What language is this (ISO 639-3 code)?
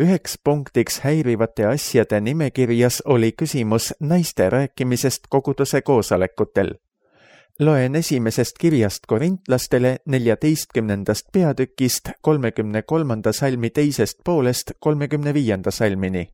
est